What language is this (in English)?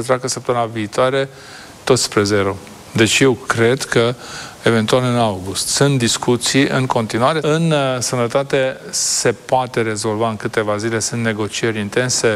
Romanian